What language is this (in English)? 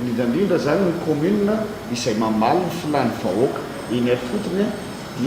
Malagasy